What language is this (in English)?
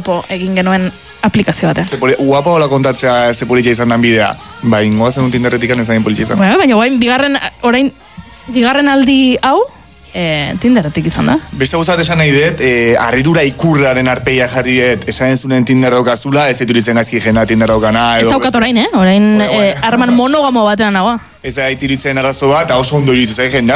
Basque